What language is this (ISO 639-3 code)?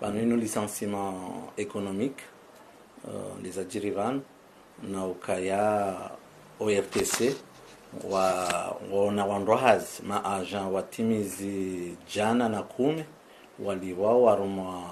zdj